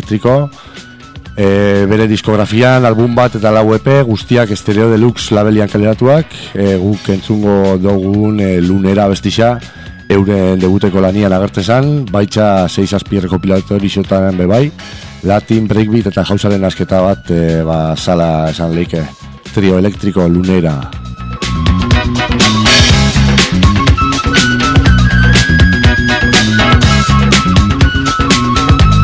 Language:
Basque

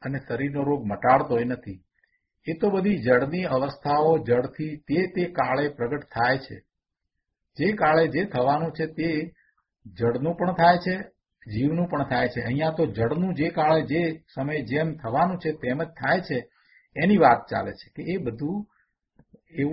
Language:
Gujarati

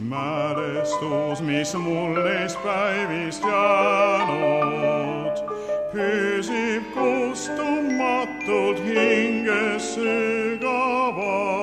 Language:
Estonian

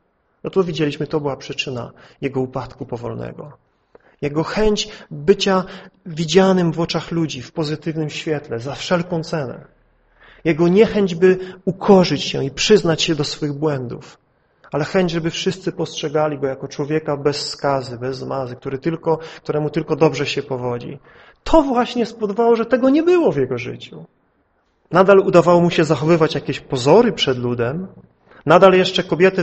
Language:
Polish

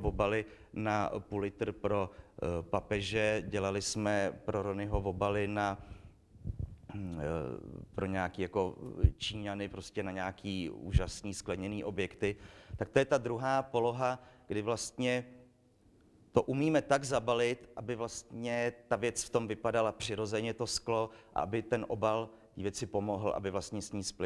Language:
Czech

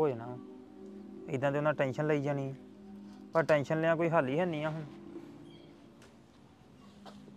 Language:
Punjabi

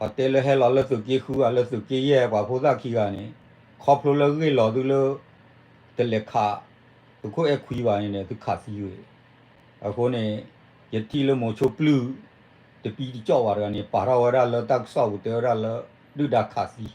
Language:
S'gaw Karen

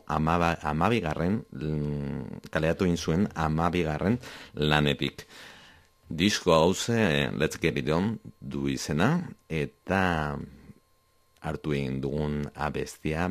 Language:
Basque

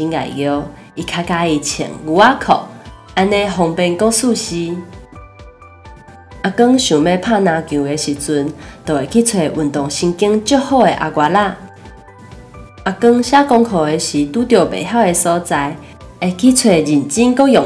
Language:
Min Nan Chinese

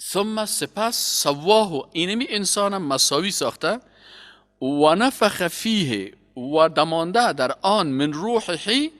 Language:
Persian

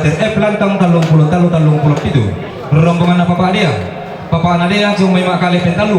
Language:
Toraja-Sa'dan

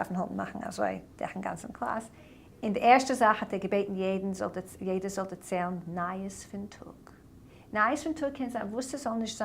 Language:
Yiddish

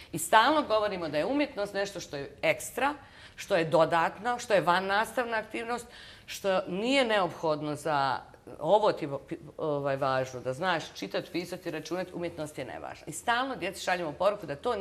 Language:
Bosnian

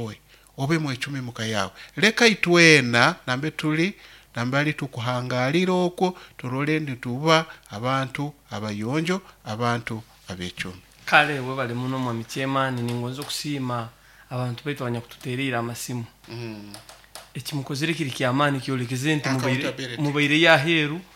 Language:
Nyoro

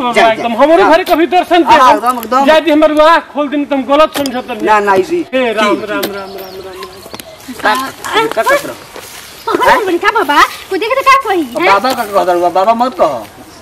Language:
Bhojpuri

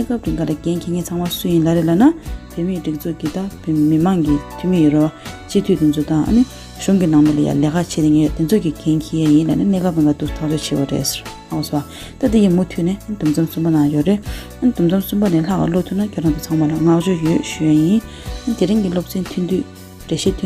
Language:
Tibetan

